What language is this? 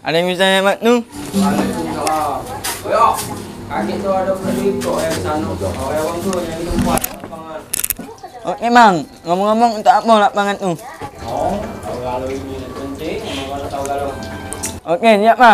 Musi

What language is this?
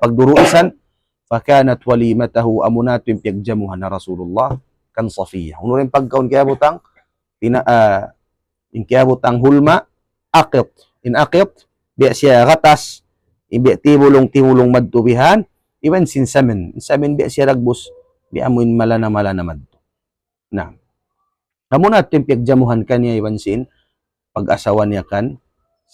Tausug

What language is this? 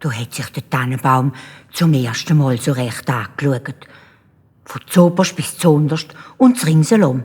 Swiss German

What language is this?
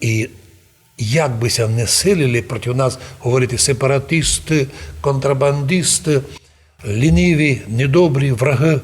Rusyn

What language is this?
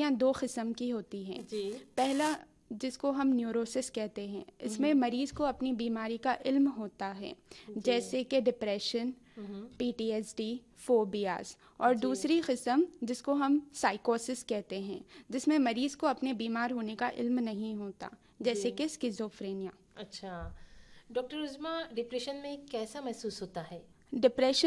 Urdu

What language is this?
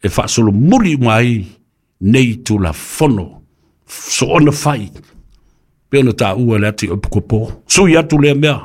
Samoan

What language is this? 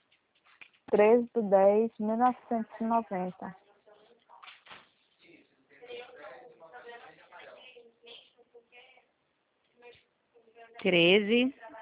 Portuguese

